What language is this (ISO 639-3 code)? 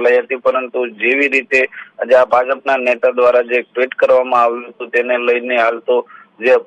guj